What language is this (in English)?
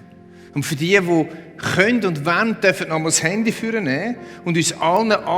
Swiss German